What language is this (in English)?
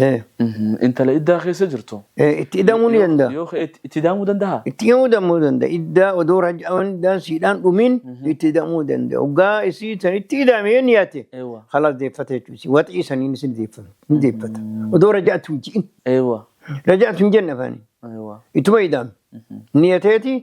Oromo